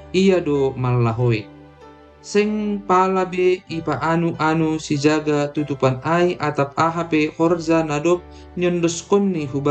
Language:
Batak Simalungun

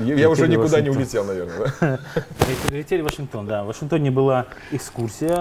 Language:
Russian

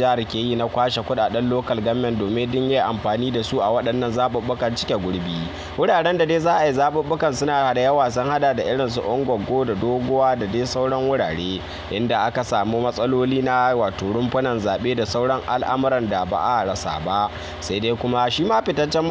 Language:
Hausa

